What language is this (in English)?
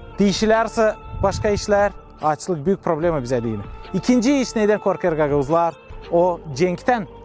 Gagauz